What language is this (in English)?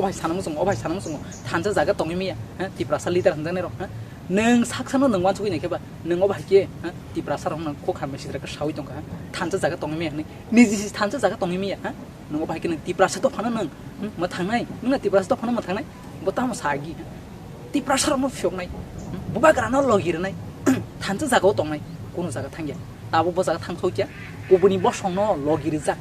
Kok Borok